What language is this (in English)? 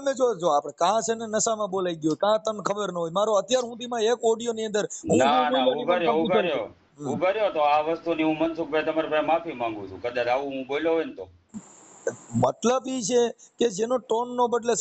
Gujarati